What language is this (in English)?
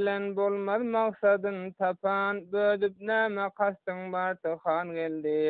Turkmen